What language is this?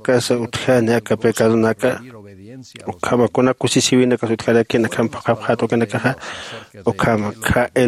Aymara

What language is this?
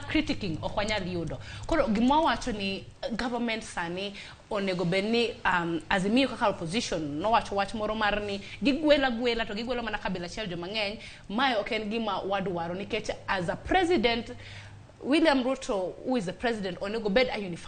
Luo (Kenya and Tanzania)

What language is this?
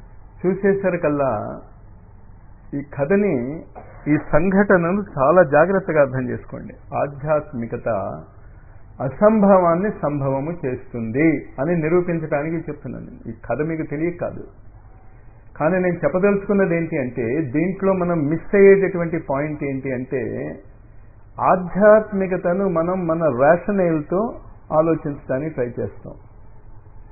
Telugu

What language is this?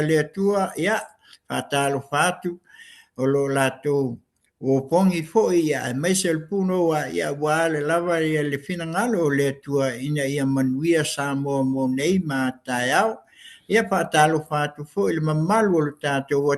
Samoan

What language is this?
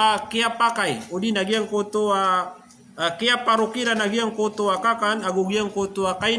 Maranao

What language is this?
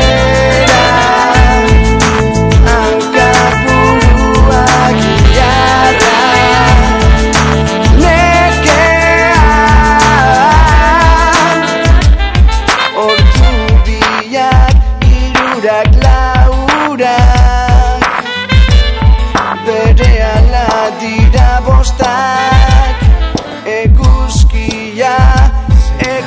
Basque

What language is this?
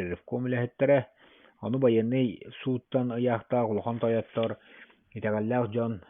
Yakut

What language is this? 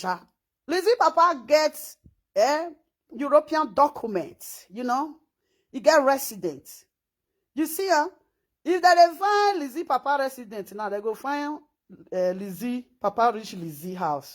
Nigerian Pidgin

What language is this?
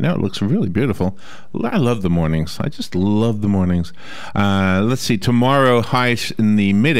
English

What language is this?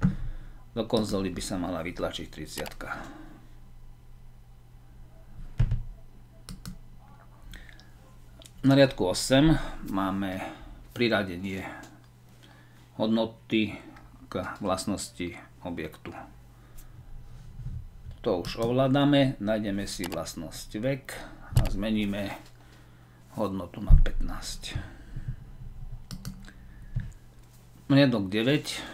Slovak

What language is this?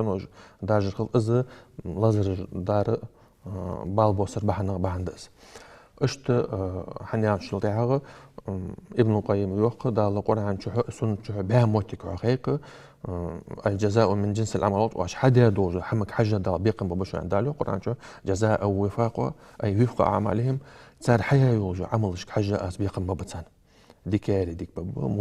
Ingush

